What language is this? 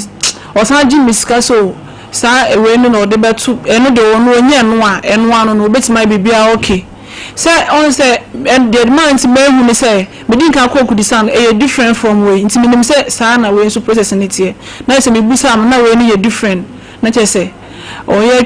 Akan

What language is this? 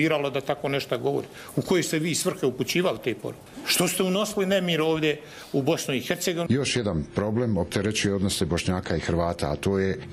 Bosnian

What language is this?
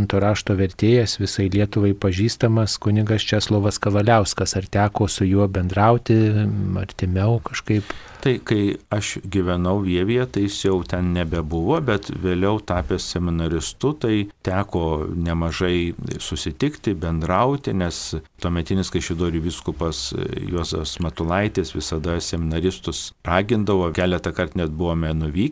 Lithuanian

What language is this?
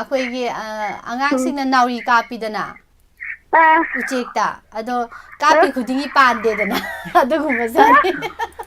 Manipuri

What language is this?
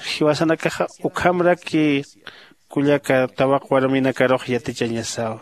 Aymara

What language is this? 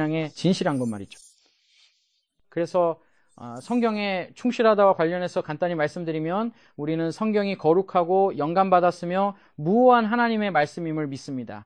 Korean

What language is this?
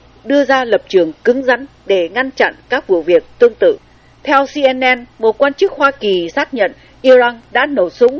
Vietnamese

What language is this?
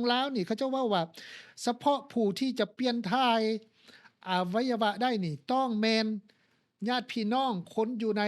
Lao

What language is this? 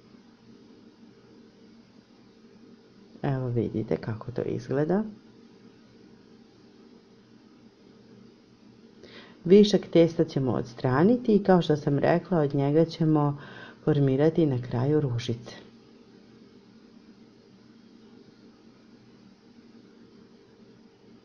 Serbian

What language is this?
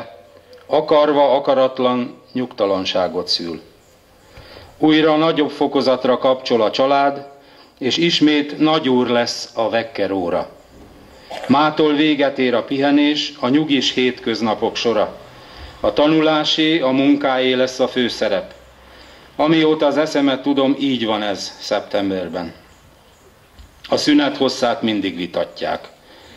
Hungarian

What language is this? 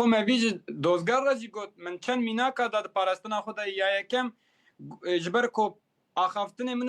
Kurdish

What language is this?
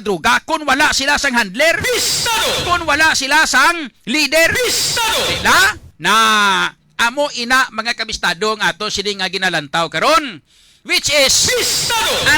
Hiligaynon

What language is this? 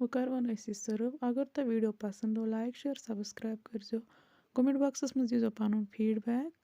Kashmiri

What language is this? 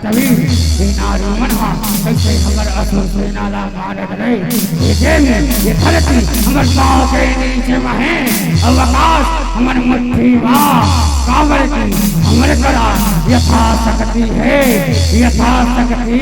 Chhattisgarhi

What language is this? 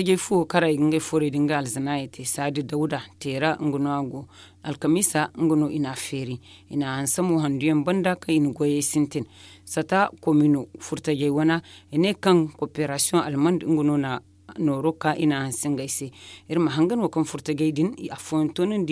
Zarma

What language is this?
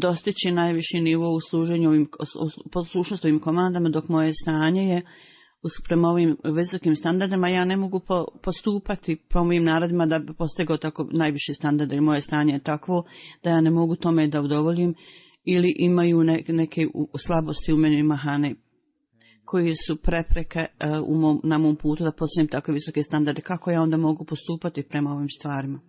Bosnian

